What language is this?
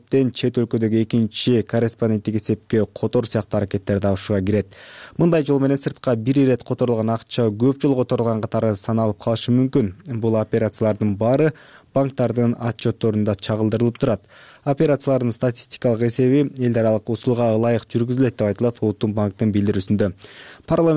Kyrgyz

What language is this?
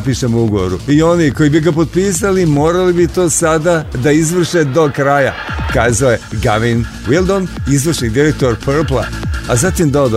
Serbian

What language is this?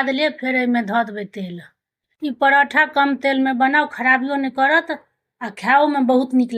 Maithili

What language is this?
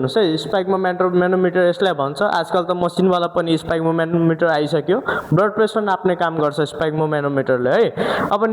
Nepali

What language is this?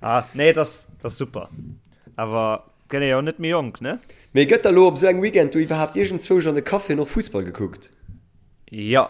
Luxembourgish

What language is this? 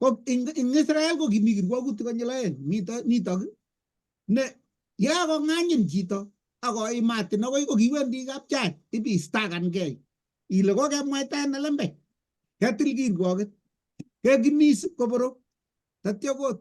Kalenjin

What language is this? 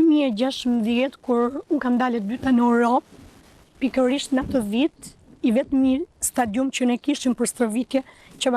Albanian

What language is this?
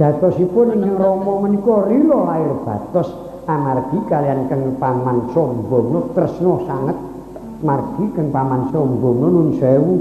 Javanese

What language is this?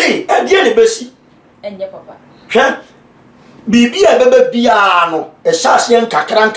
Akan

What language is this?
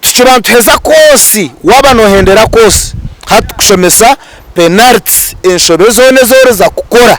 Nyankole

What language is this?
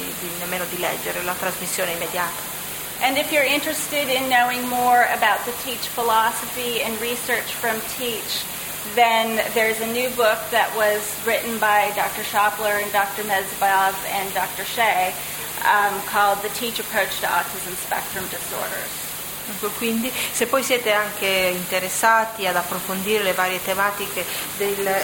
Italian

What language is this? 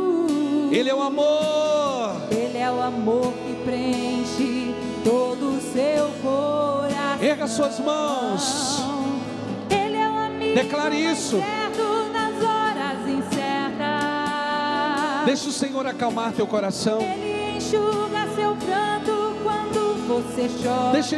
Portuguese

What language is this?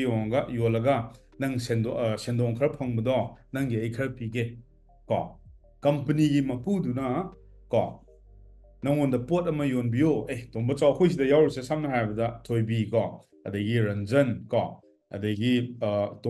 Manipuri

